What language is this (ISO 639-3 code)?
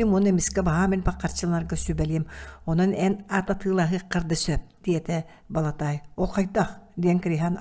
sah